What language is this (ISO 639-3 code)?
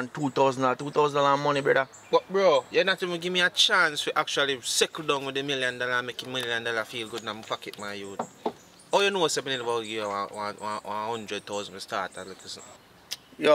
jam